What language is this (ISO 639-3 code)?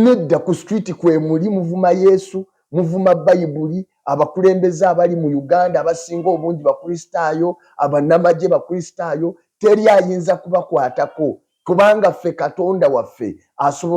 lug